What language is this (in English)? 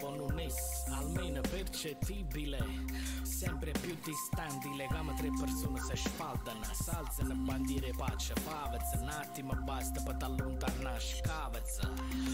Italian